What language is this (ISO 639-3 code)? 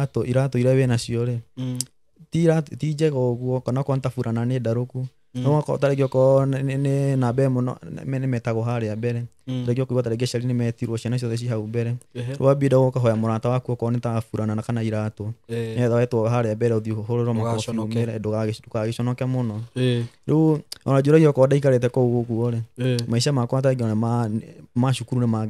kik